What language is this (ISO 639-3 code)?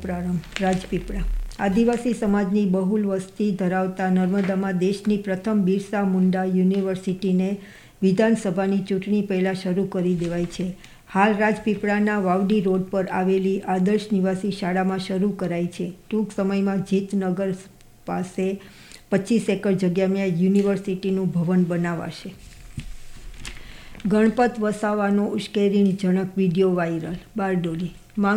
guj